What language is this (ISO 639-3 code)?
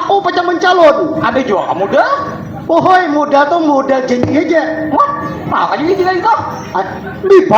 bjn